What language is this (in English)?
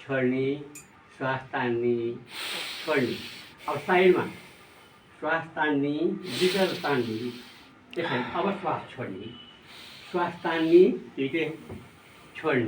Nepali